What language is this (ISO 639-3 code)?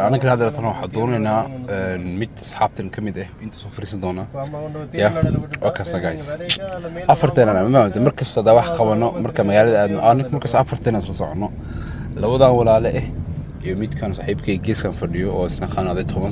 som